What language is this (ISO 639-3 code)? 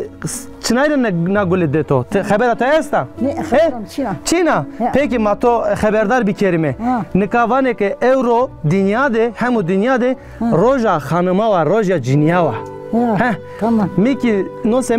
zza